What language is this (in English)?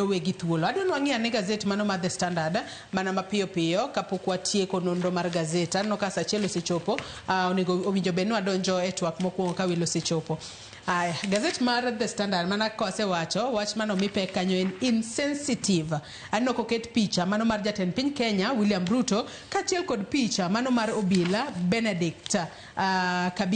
Luo (Kenya and Tanzania)